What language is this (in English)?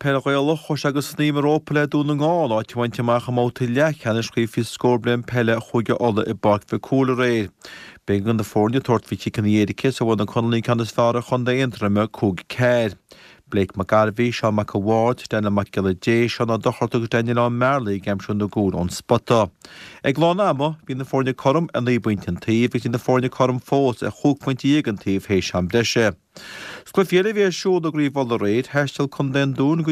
Irish